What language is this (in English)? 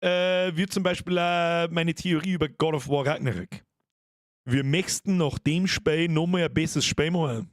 Bavarian